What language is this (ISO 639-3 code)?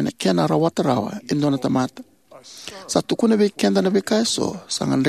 fij